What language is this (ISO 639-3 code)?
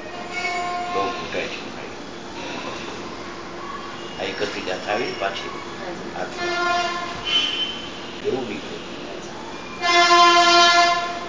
guj